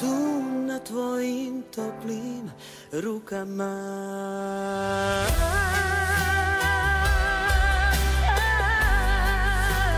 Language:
Croatian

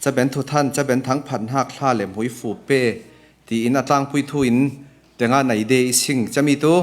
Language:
Falam Chin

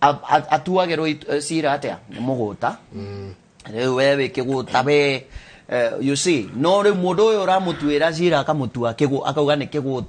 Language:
Kikuyu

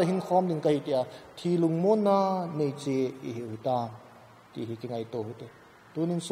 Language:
Thado Chin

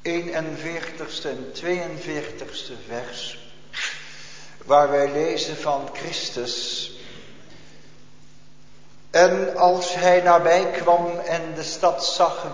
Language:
Dutch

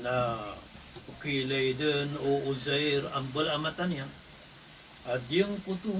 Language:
Maranao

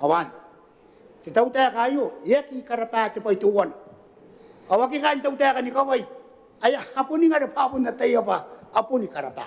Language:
Gilbertese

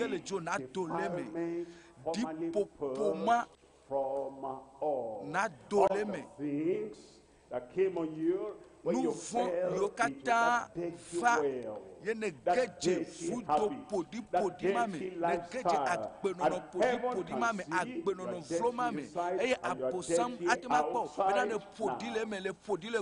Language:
Ewe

